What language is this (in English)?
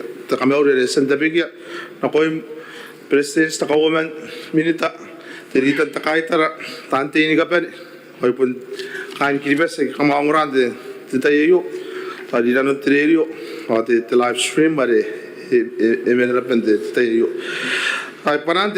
Gilbertese